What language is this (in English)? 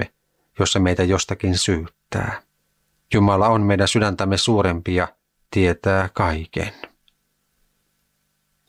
Finnish